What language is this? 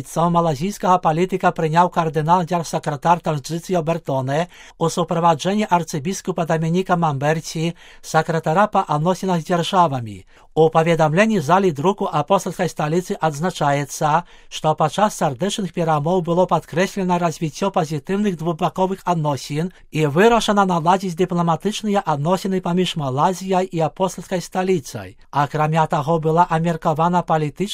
Belarusian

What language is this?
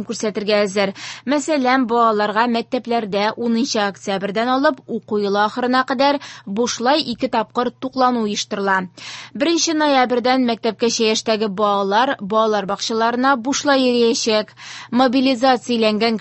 Tatar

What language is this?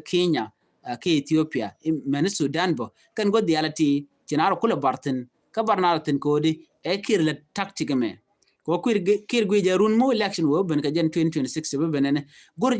Nuer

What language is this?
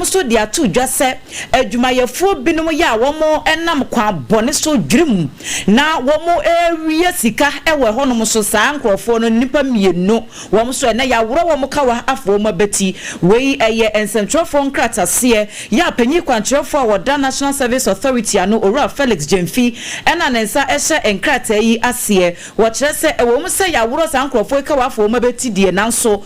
Akan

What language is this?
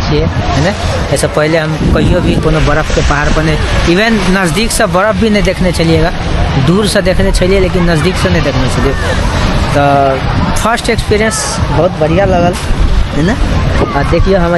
Maithili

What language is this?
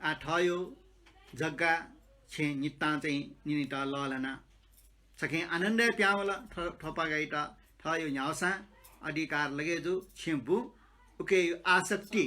Newari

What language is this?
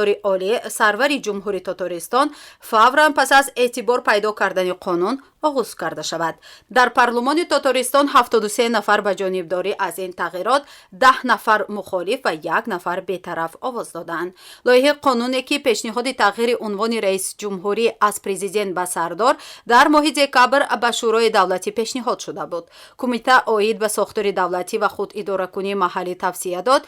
Tajik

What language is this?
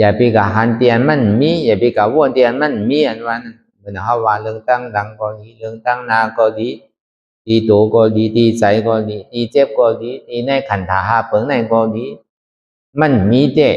Shan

